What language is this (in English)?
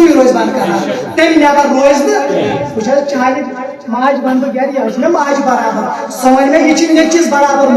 Kashmiri